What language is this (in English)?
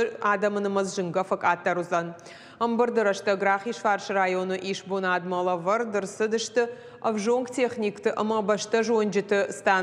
Ossetic